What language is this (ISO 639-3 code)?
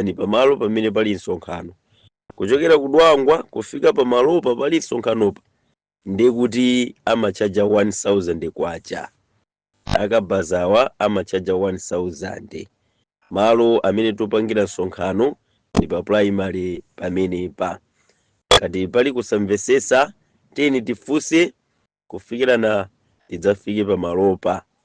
nya